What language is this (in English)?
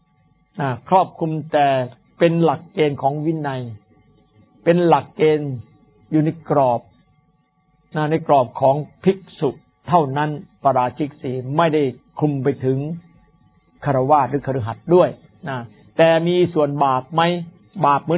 Thai